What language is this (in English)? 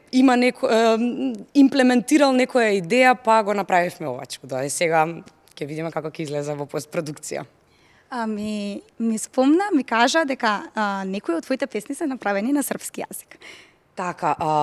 Macedonian